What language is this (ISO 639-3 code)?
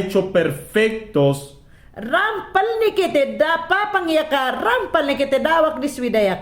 yan